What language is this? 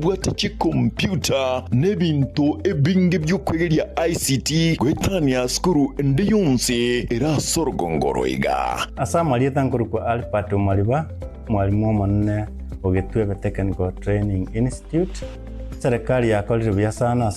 Gusii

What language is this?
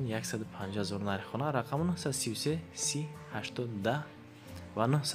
Tajik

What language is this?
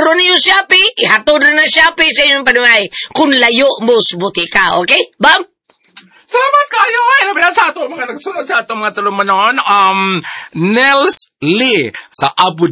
Cebuano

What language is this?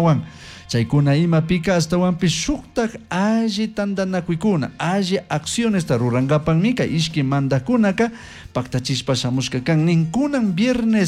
Chimborazo Highland Quichua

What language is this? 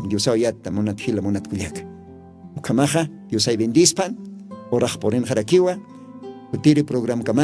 Aymara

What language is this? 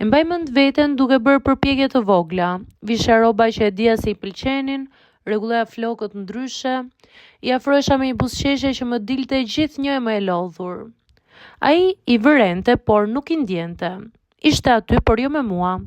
Albanian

